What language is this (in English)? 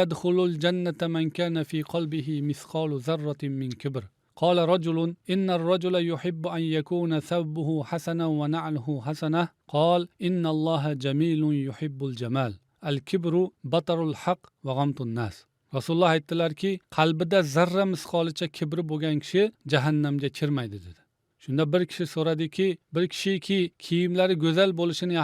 Uzbek